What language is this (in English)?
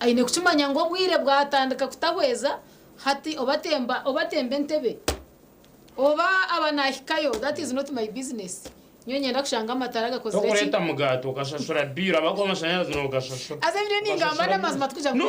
Nyankole